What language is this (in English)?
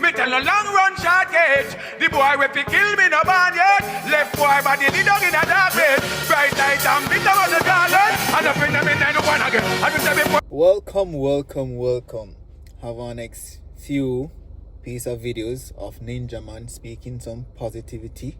Jamaican Creole English